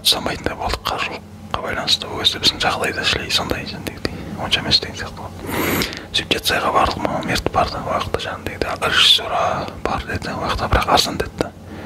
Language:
Kazakh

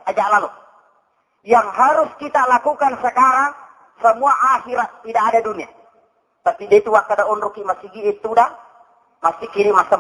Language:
Buginese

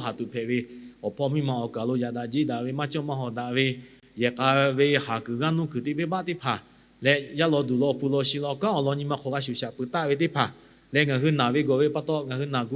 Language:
Lahu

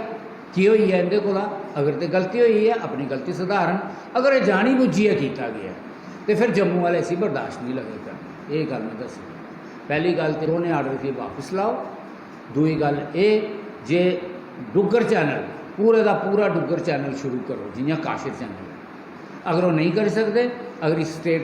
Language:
Dogri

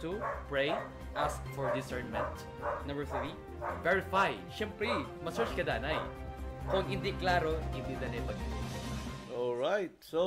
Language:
Hiligaynon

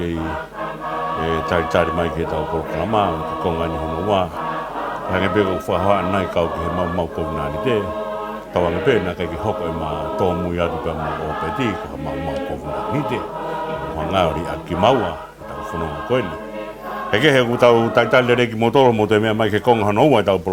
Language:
Tongan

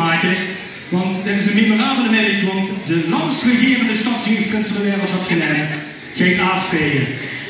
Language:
Limburgish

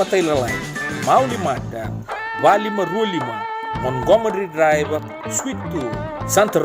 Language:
Fijian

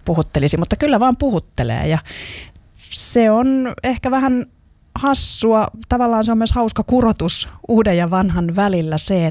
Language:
Finnish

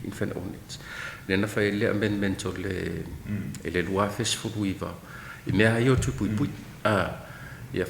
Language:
Samoan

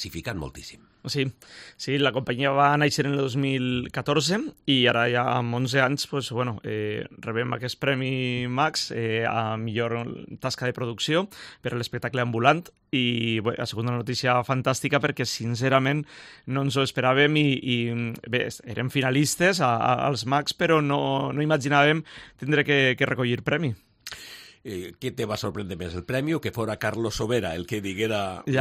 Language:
Catalan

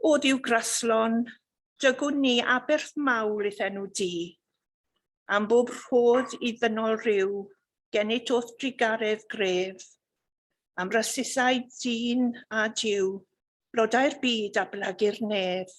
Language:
Welsh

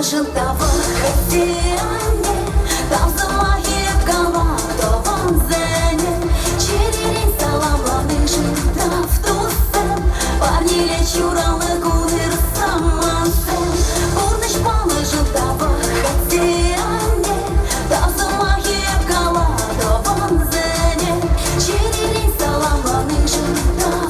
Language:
Chuvash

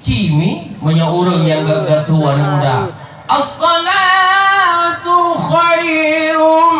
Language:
Achinese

